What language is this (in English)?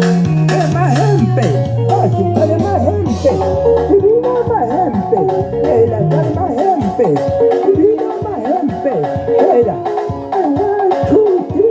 Tswana